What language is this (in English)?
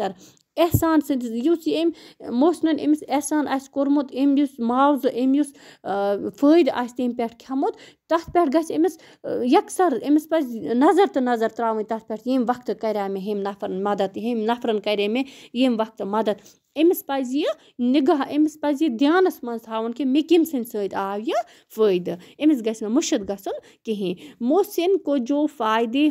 Kashmiri